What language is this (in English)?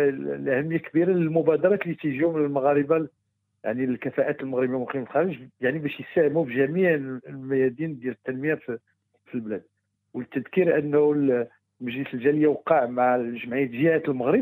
Moroccan Arabic